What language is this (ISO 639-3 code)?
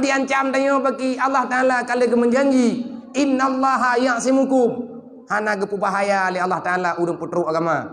ace